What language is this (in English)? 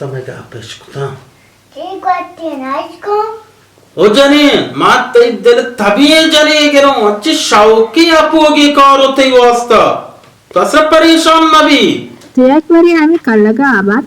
Baluchi